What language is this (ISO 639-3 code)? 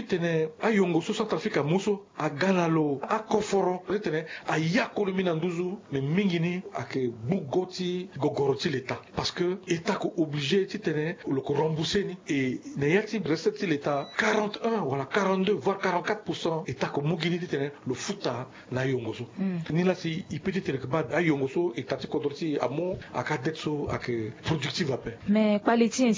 sag